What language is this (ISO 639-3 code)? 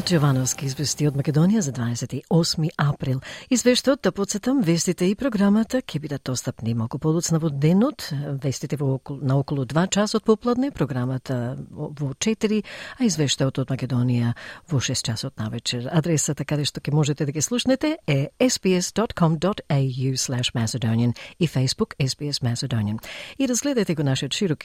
mkd